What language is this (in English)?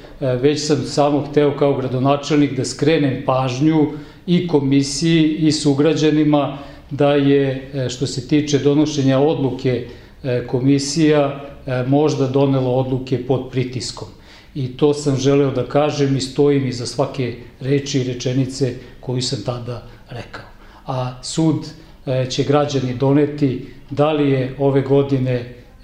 Serbian